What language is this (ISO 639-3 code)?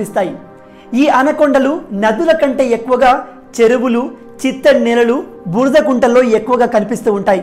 tel